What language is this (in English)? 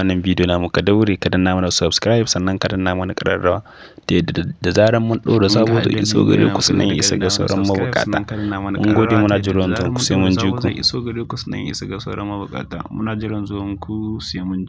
Hausa